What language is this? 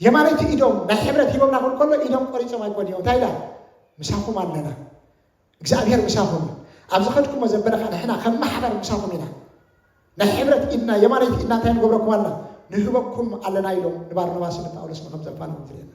Tigrinya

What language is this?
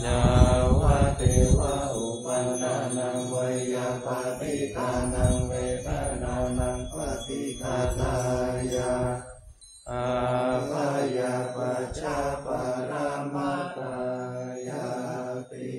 Pali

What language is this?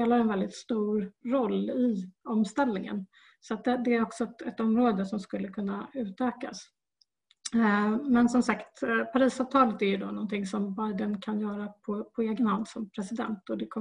Swedish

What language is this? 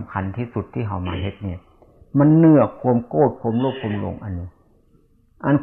Lao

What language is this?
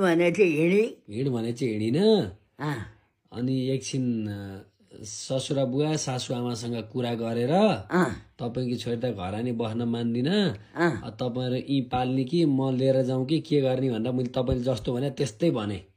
Nepali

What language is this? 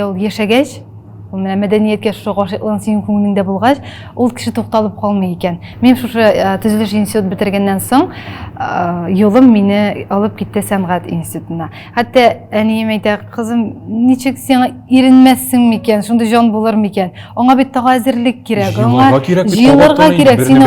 Tatar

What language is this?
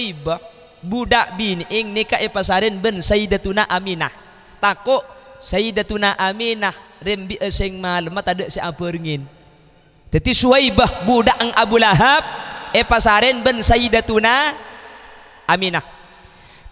Madurese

